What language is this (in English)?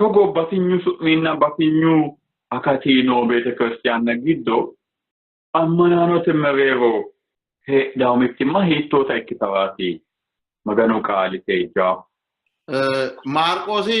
Sidamo